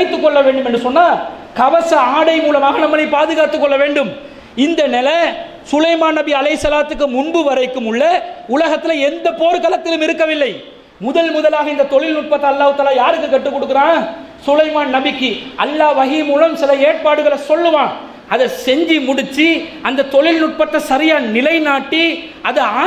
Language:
Tamil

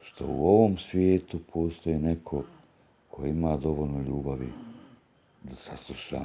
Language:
Bosnian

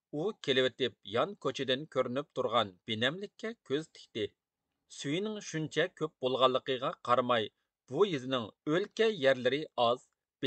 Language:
Uyghur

